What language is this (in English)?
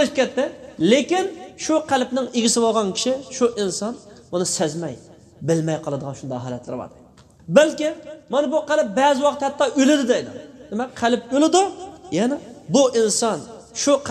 Uyghur